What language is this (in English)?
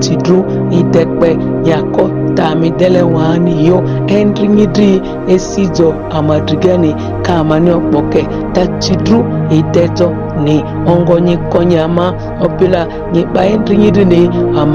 Ma'di